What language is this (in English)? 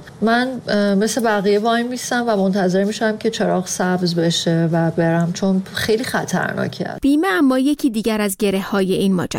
Persian